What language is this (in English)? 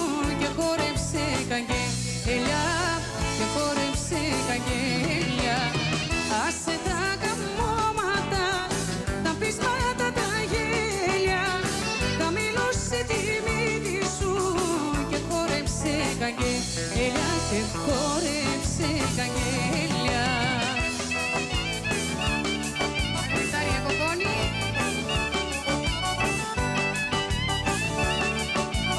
Greek